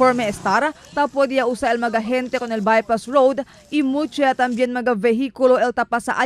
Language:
Chavacano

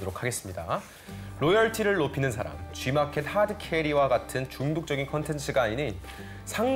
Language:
Korean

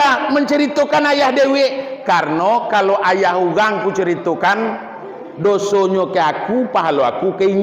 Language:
Minangkabau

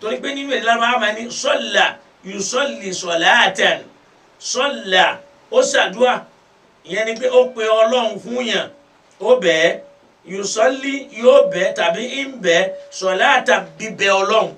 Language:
Yoruba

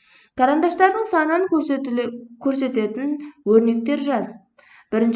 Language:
Kazakh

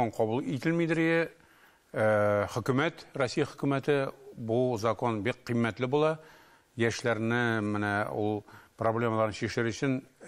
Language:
Tatar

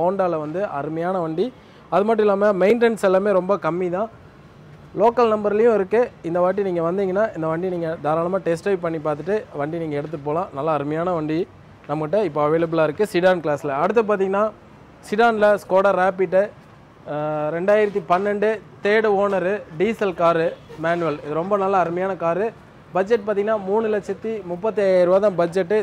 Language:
Tamil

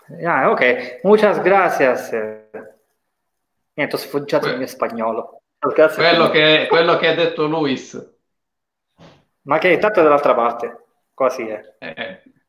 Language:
Italian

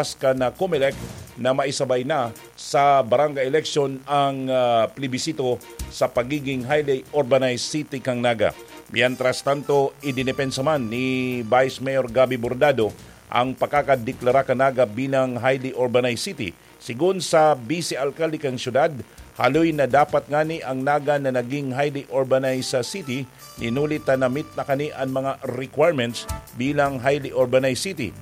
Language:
Bikol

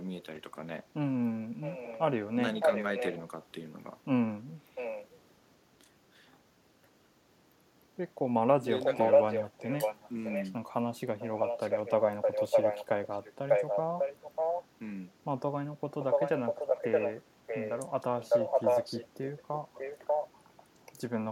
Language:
Japanese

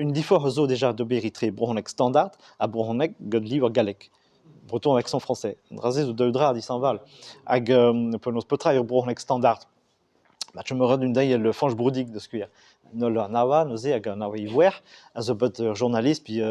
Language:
Breton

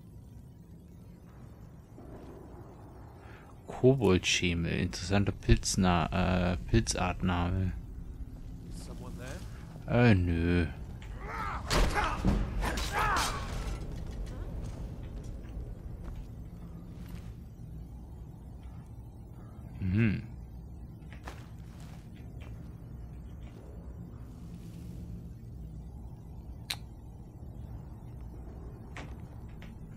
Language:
German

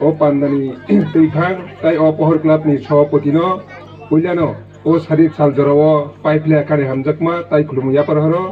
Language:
Kok Borok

